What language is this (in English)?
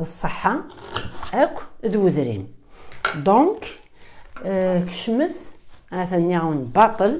Kabyle